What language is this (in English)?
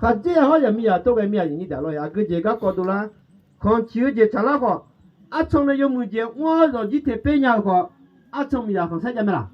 Akha